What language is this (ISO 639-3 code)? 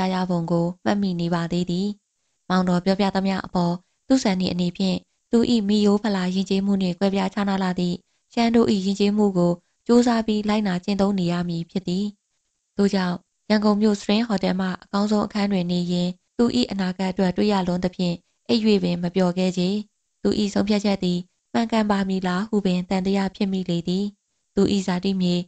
mya